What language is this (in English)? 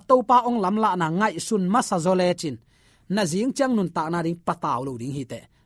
Tedim Chin